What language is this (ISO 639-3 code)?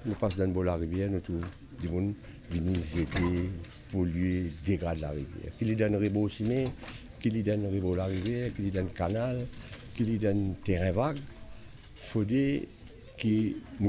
mfe